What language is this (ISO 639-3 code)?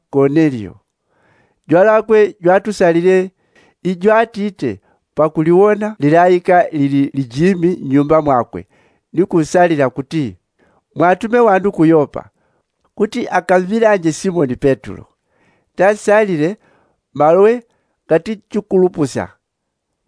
yao